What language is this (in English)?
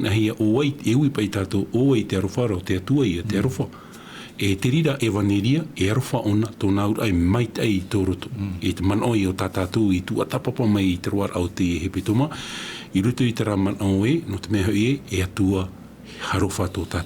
Tahitian